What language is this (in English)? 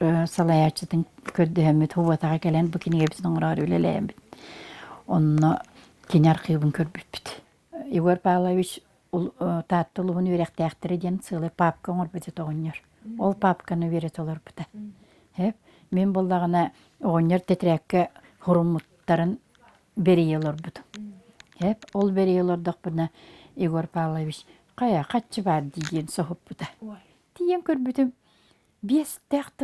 Yakut